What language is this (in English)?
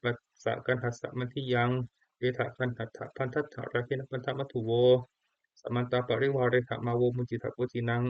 Pali